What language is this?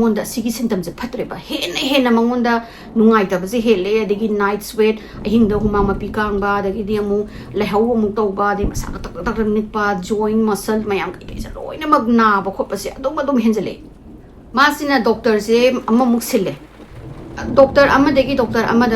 Manipuri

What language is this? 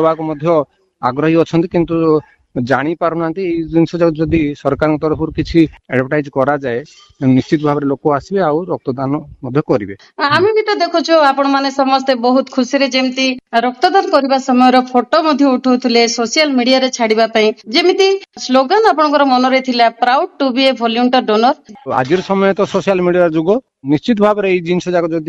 Odia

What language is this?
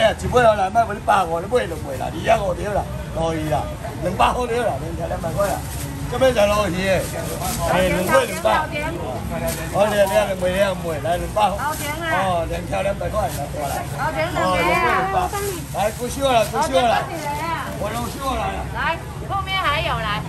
Min Nan Chinese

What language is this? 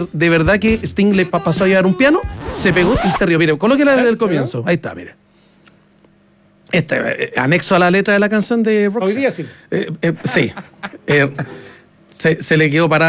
Spanish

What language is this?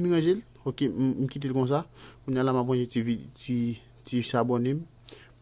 Haitian Creole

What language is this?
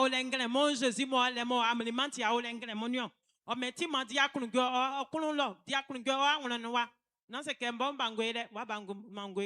Baoulé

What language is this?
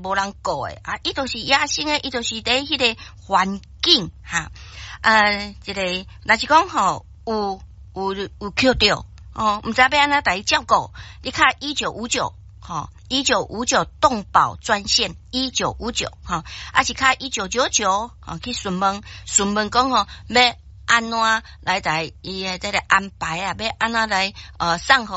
Min Nan Chinese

